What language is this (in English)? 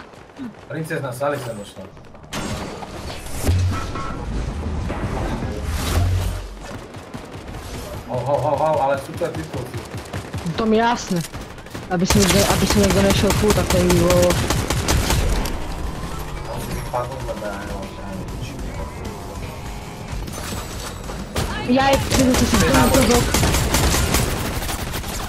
Slovak